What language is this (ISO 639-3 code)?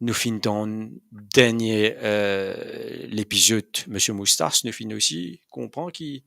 mfe